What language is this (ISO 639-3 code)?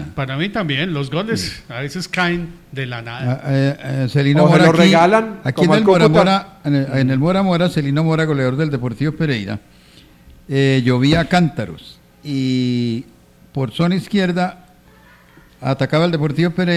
spa